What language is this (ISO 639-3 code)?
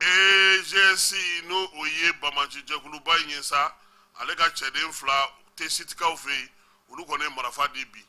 bam